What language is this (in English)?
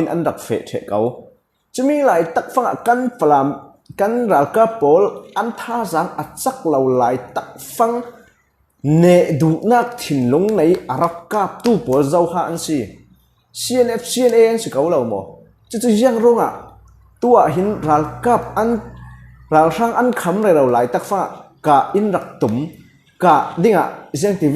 Falam Chin